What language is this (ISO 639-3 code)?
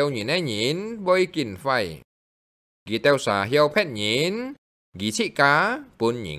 hak